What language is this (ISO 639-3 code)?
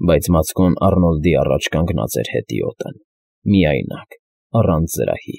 hye